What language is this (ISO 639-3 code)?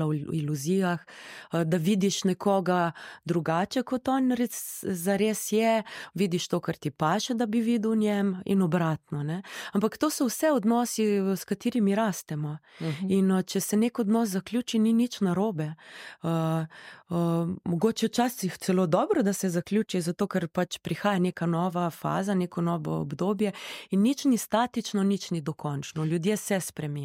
slv